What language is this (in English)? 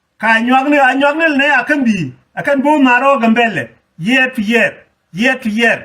Nuer